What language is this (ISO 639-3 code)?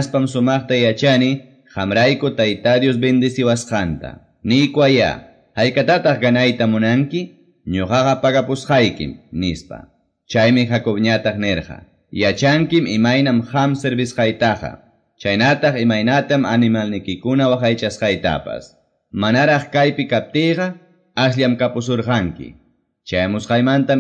que